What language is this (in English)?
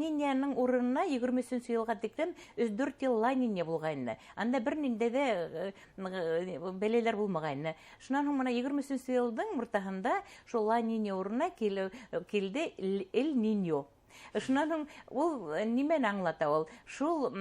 Bashkir